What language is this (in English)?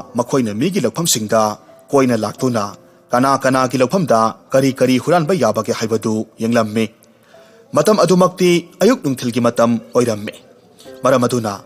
Manipuri